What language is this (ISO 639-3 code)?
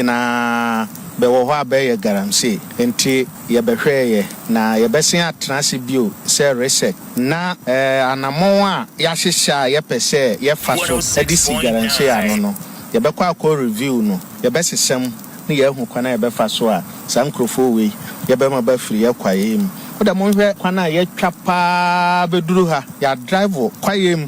aka